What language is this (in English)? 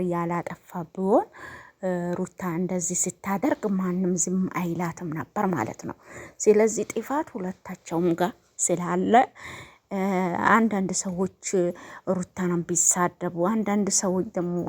Amharic